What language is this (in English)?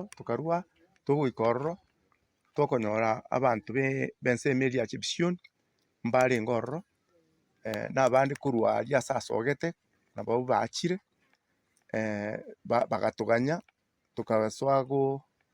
Gusii